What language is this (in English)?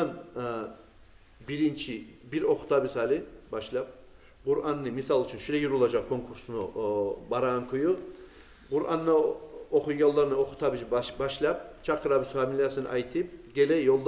Kumyk